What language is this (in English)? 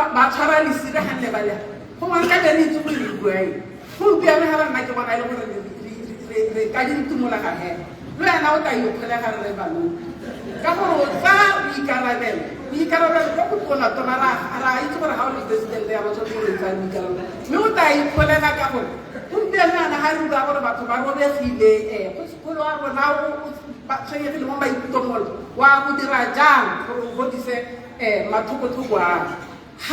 Tswana